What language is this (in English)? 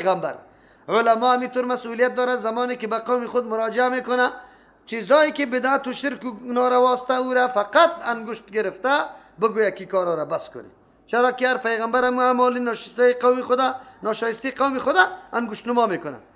Persian